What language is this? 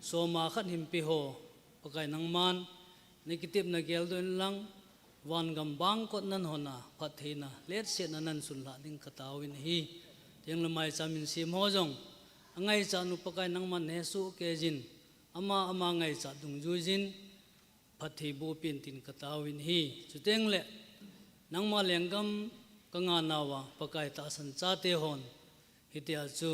Thado Chin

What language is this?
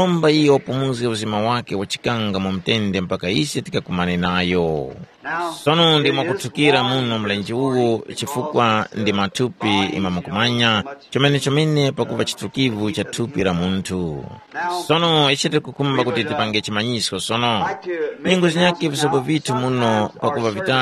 Tumbuka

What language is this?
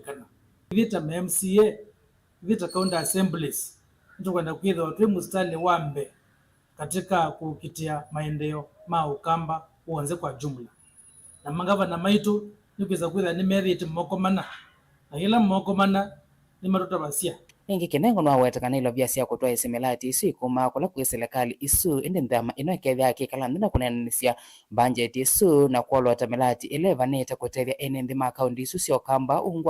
Kamba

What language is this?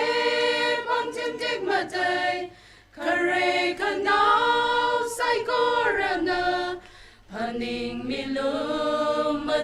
Tangkhul Naga (India)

